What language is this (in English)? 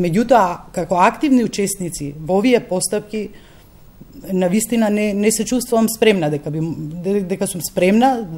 Macedonian